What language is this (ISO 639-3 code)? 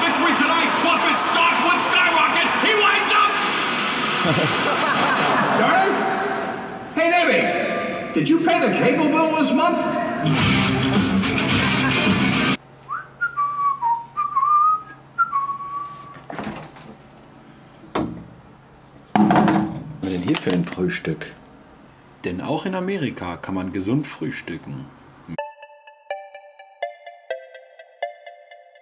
deu